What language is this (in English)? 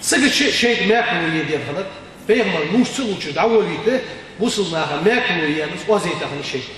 Ingush